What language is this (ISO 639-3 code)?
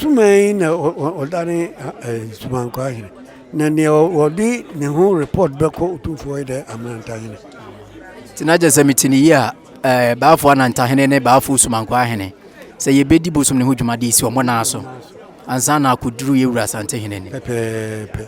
aka